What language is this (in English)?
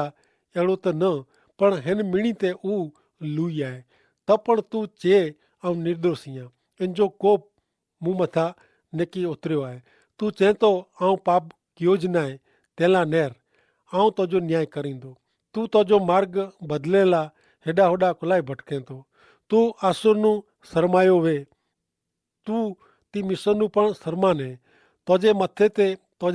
Kachhi